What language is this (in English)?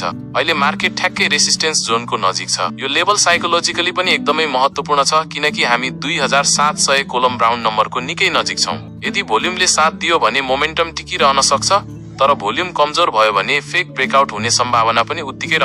Nepali